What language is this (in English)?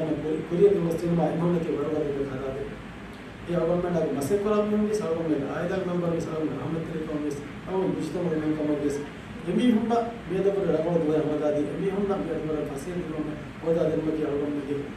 Divehi